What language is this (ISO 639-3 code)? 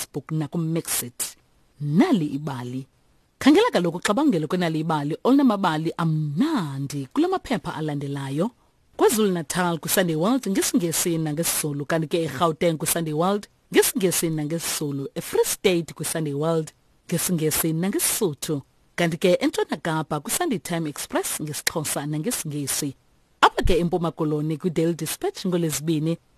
xho